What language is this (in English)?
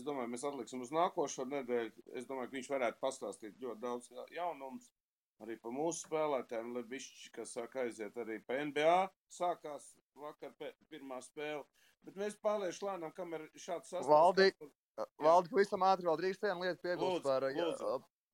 Latvian